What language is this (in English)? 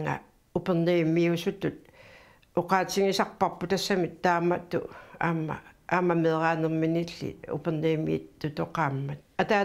Kalaallisut